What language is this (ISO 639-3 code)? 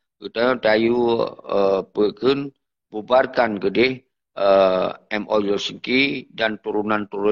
ace